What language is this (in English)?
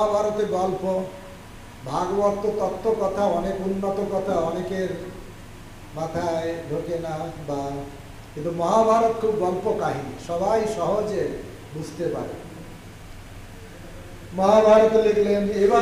Bangla